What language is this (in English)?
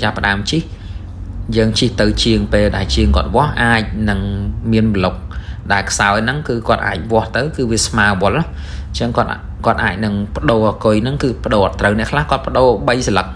Khmer